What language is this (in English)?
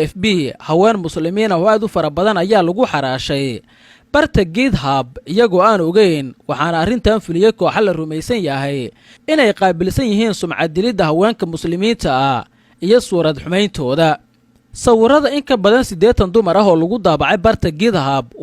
Somali